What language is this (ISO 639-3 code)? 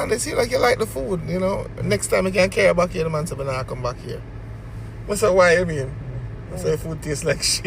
jam